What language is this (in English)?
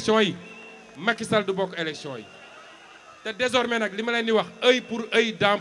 Wolof